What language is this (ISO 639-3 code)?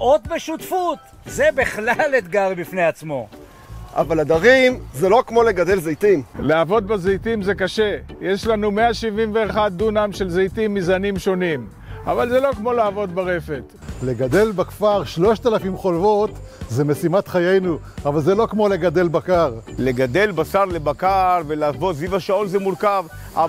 heb